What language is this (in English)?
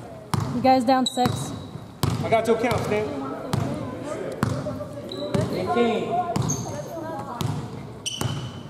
English